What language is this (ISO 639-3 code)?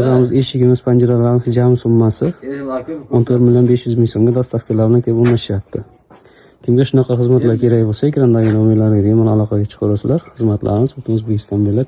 uzb